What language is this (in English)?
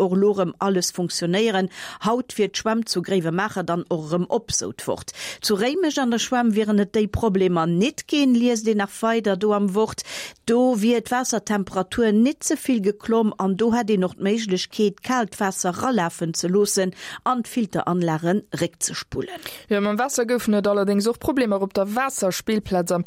Luxembourgish